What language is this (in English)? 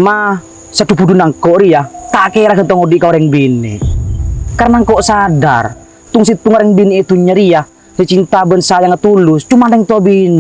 Madurese